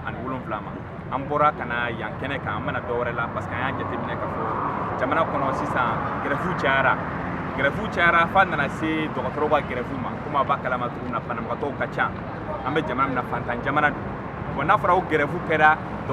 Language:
Bambara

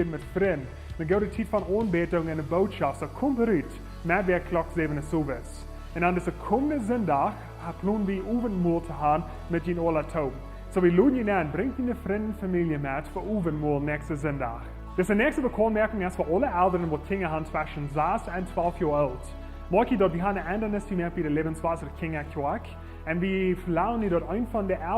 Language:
Plautdietsch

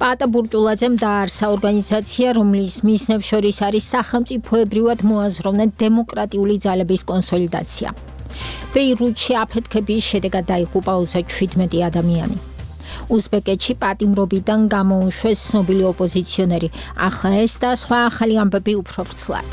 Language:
Georgian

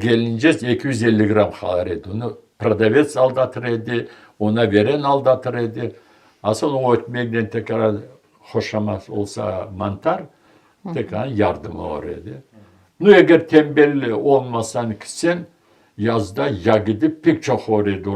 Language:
Crimean Tatar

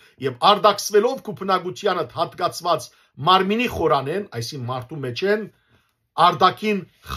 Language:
Western Armenian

